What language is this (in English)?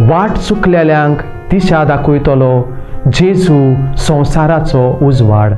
Konkani